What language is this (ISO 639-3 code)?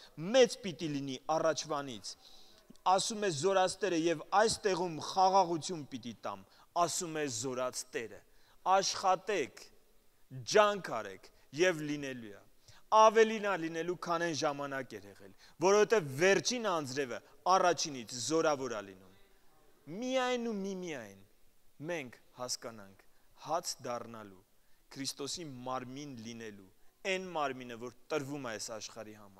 hye